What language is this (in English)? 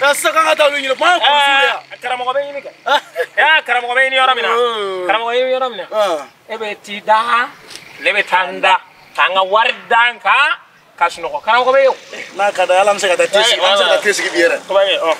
Bambara